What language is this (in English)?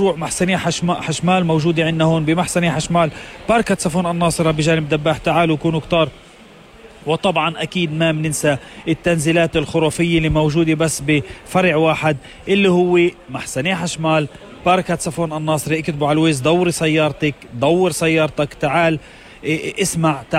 North Levantine Arabic